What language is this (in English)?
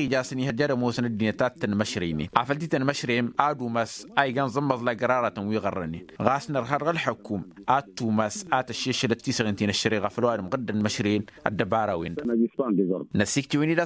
Tamasheq